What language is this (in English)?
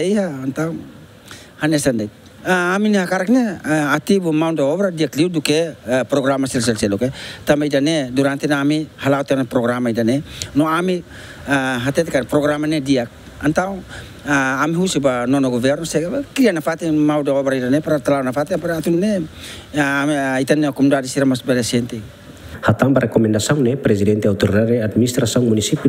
Tetum